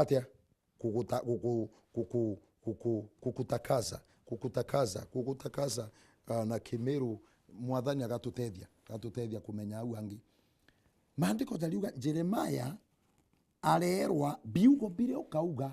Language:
Meru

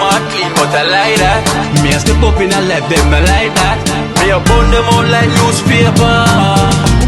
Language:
Jamaican Creole English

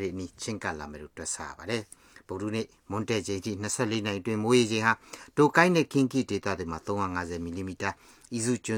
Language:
Burmese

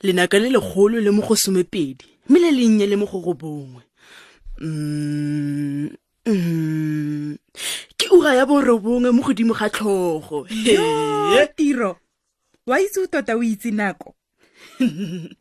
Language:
Tswana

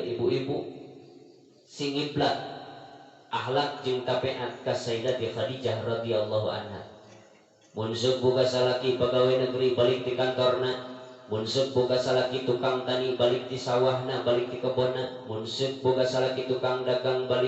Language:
Sundanese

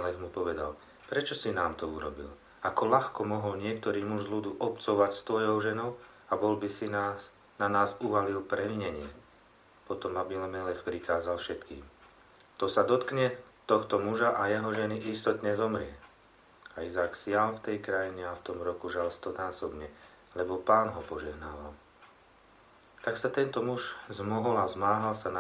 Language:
Slovak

